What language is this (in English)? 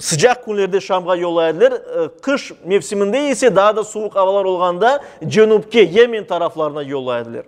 Crimean Tatar